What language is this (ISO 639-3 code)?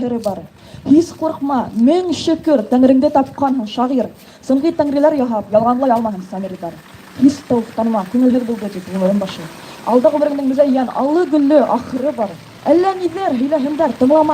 bak